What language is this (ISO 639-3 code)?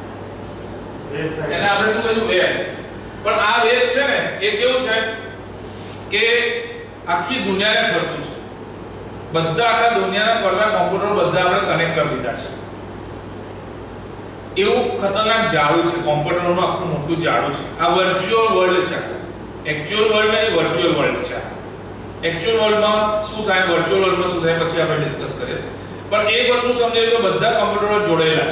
guj